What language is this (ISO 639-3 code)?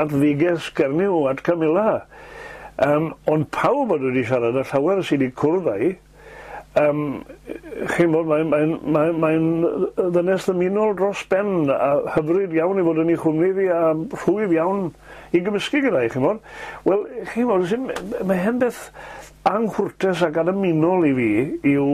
cym